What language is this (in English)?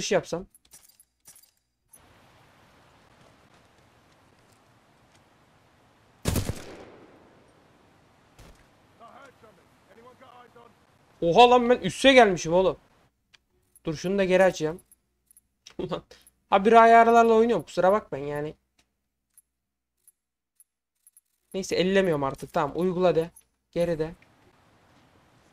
Turkish